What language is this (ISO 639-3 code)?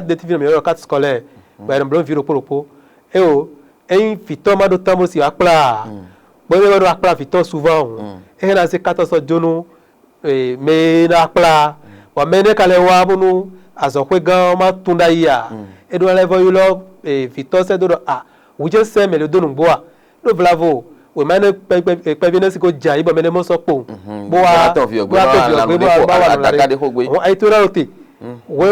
fon